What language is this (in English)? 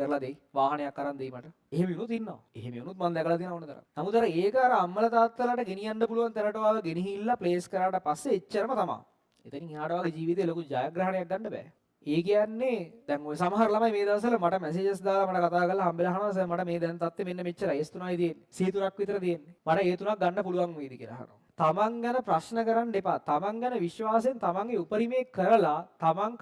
Sinhala